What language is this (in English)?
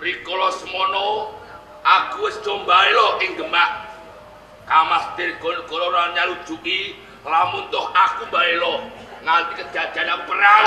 Javanese